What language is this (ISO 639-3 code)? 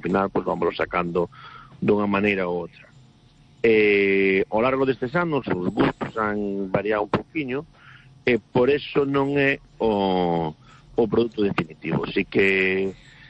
glg